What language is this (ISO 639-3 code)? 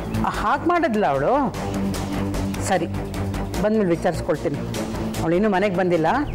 kan